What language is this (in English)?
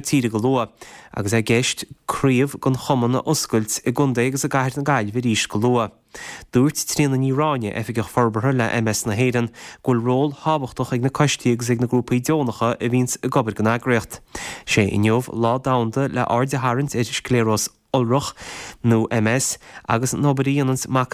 Irish